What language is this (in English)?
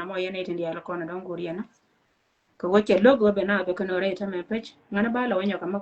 Nuer